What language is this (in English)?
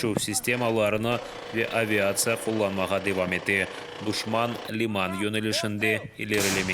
Crimean Tatar